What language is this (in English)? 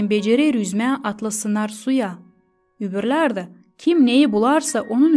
Gagauz